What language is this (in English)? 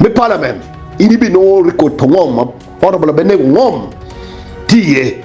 Acoli